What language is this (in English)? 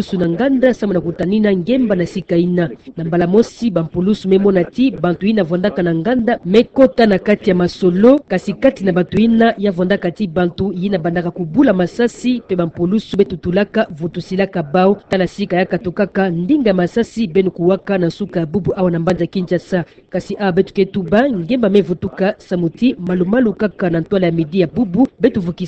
Kituba (Democratic Republic of Congo)